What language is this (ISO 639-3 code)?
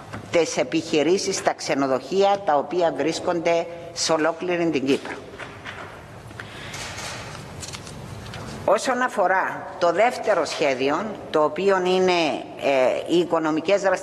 ell